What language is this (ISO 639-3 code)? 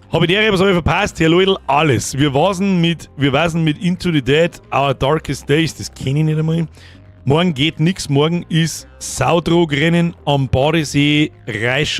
bar